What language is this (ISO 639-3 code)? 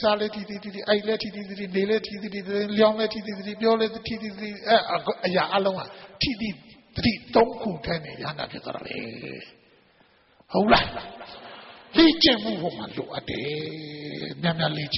mya